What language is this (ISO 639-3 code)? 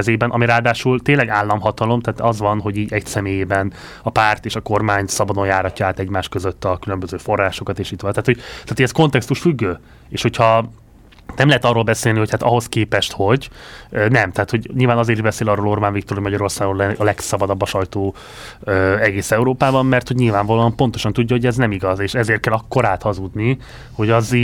hun